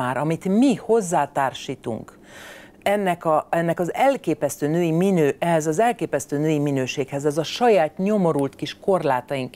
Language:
Hungarian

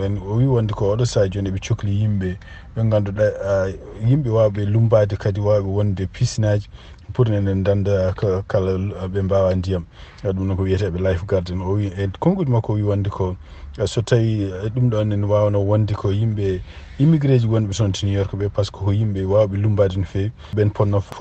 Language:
Fula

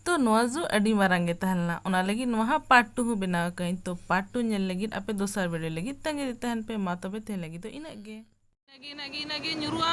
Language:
Santali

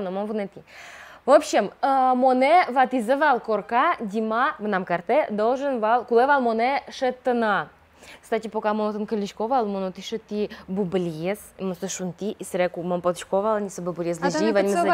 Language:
Udmurt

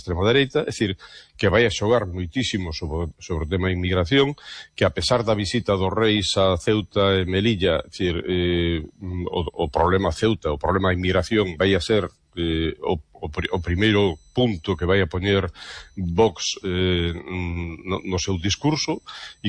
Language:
Galician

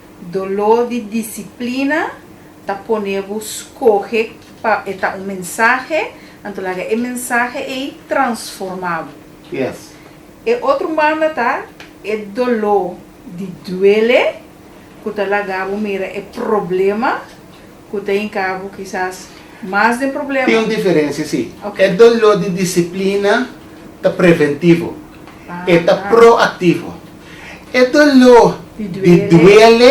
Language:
Papiamento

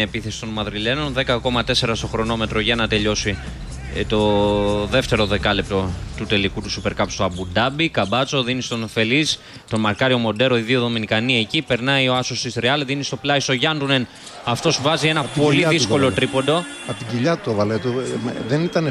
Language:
Greek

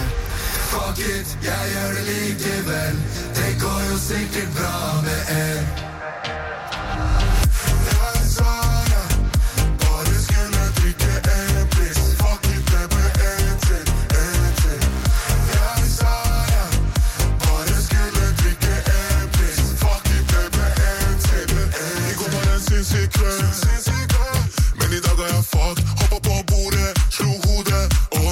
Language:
Norwegian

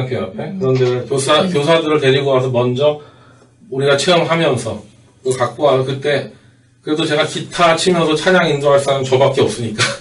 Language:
Korean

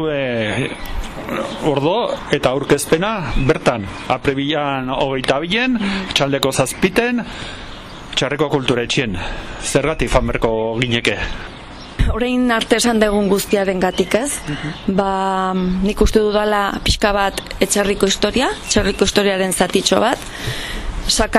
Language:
Basque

